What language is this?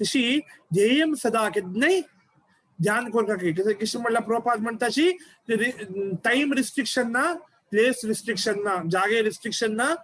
Konkani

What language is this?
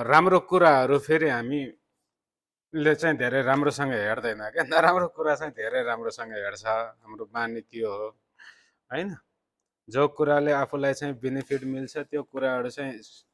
Nepali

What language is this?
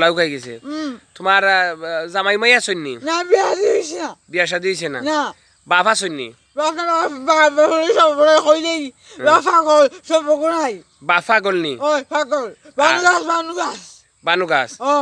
Sylheti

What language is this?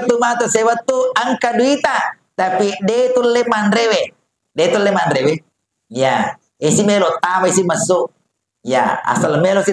Buginese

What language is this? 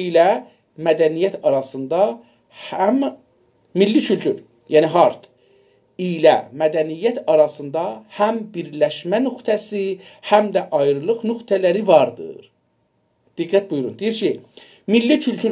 South Azerbaijani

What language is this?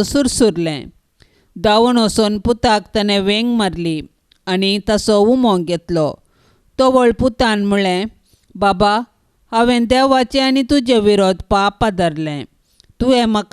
Konkani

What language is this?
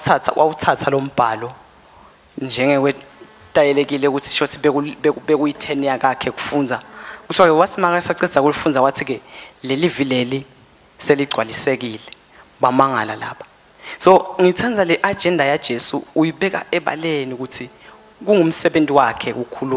Swati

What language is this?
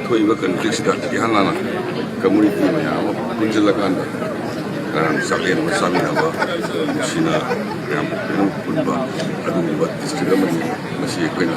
Manipuri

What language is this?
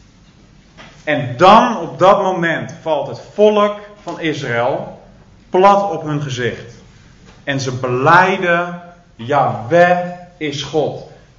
Dutch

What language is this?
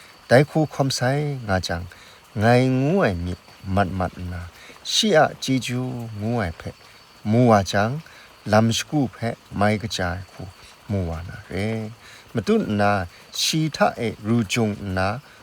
Kachin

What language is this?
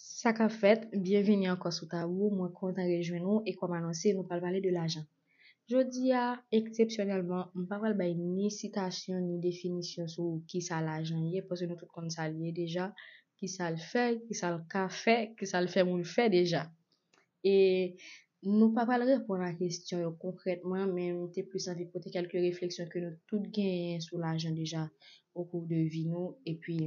Haitian Creole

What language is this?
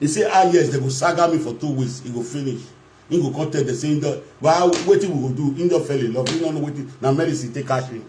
Nigerian Pidgin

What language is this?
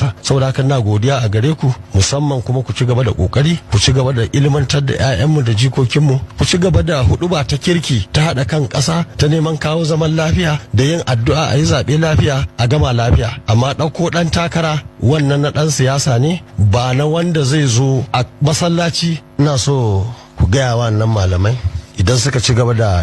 Hausa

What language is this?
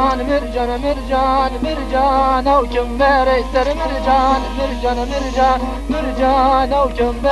Kurdish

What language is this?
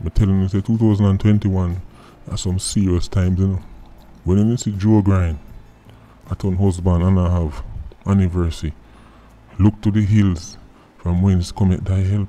Jamaican Creole English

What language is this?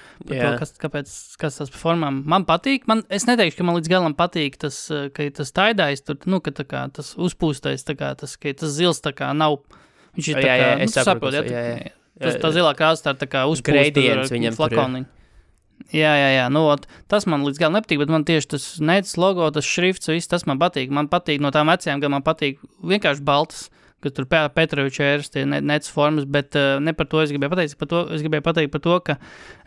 Latvian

